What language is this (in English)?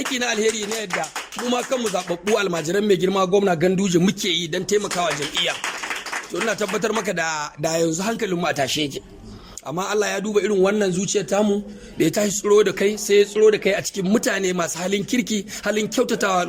Hausa